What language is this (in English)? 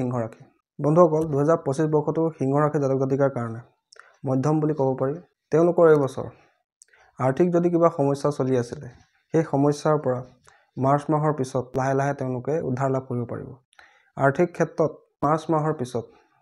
Assamese